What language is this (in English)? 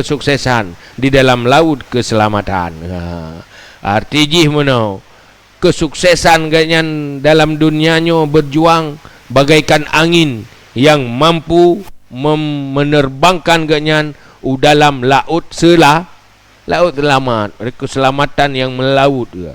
Achinese